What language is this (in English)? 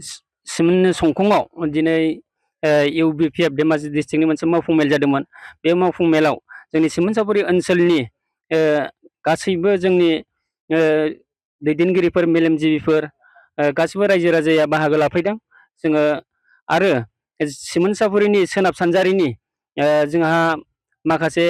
Bodo